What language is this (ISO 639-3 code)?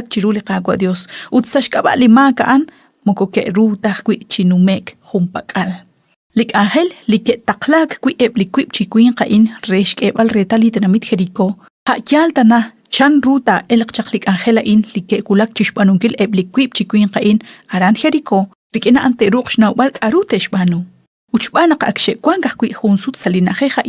kek